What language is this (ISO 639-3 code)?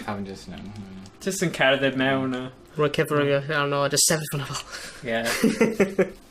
cym